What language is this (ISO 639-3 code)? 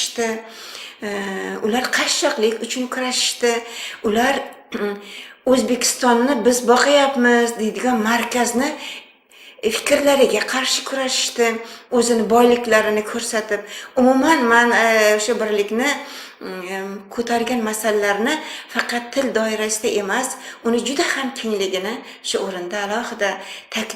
uzb